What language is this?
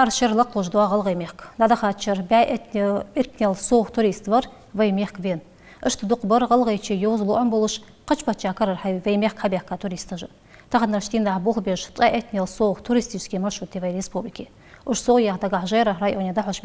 Ingush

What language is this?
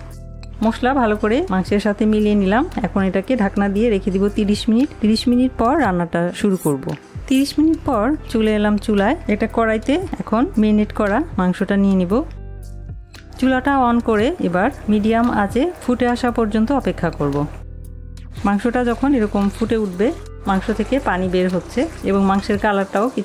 Bangla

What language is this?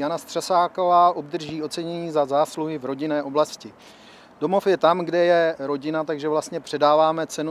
Czech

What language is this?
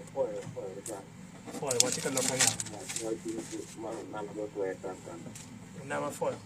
Acoli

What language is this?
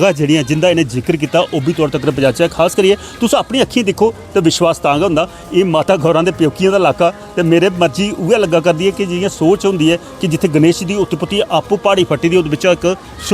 Dogri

